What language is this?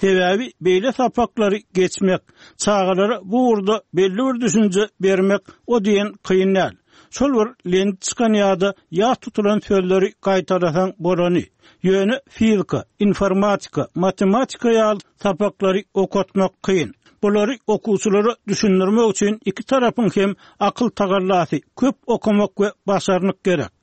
Turkmen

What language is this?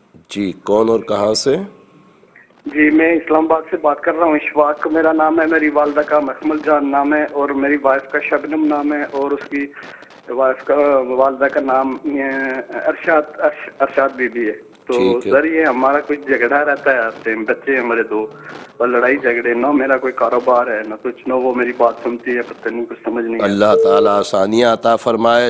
Urdu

